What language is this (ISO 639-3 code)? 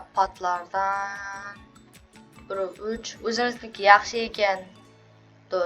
uzb